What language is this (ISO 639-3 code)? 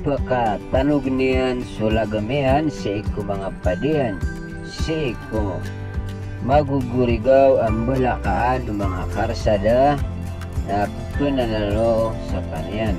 mrw